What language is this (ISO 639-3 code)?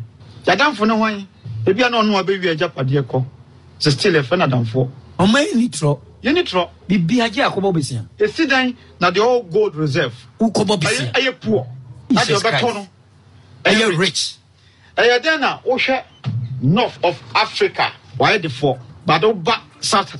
aka